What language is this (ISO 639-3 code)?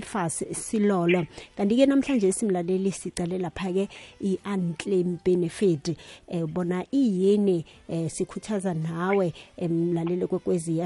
nbl